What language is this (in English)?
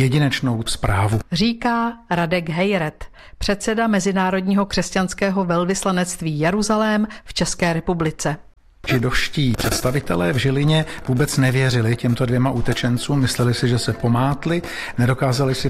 Czech